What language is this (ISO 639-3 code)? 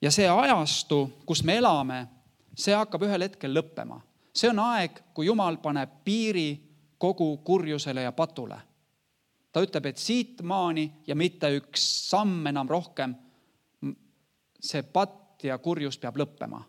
est